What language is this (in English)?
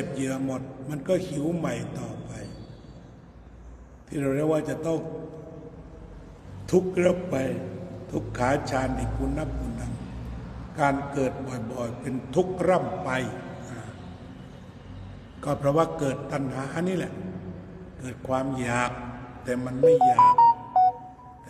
Thai